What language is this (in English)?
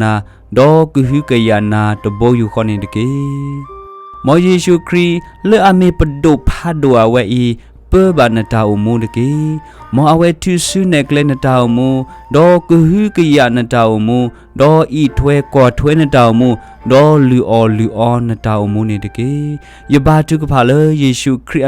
S'gaw Karen